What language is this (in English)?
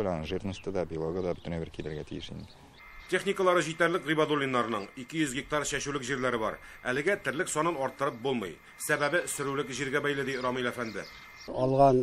Tatar